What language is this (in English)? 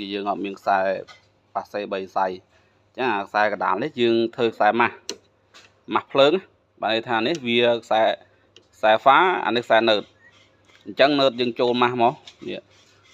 Khmer